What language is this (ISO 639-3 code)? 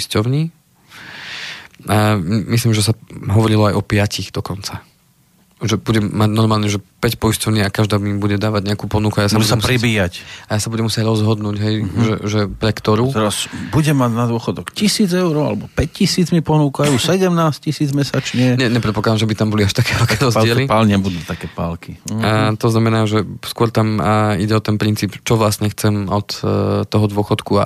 slk